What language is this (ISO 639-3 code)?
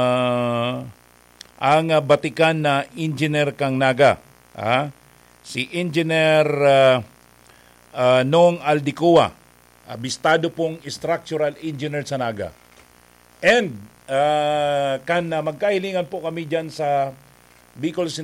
bik